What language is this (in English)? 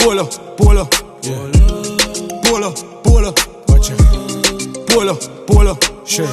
Jamaican Creole English